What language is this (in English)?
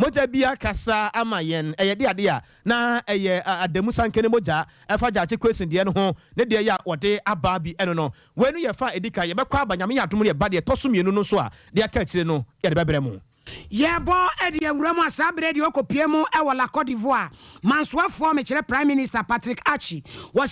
Akan